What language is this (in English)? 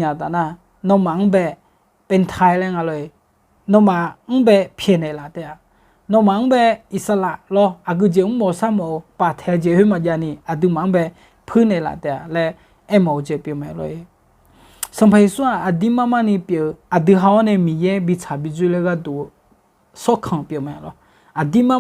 Akha